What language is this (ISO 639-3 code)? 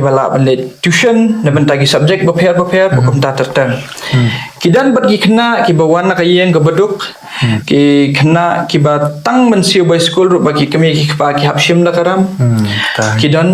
kha